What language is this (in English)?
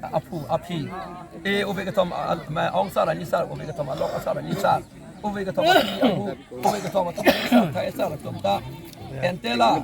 Karbi